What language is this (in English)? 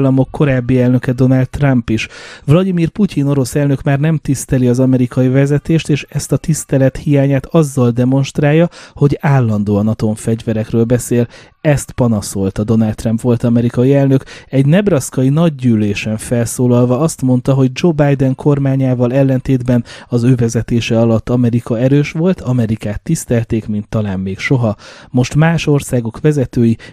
Hungarian